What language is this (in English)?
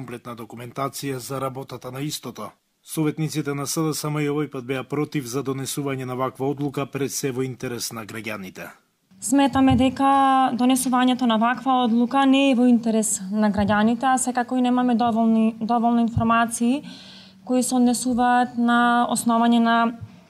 Macedonian